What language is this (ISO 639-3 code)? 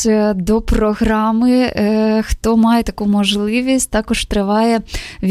ukr